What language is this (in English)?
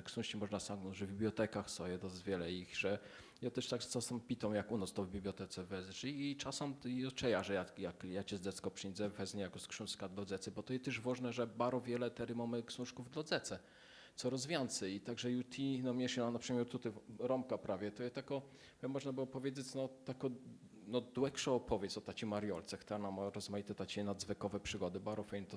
Kashubian